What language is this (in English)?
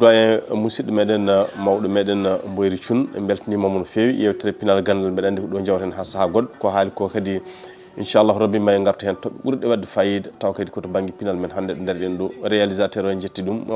Fula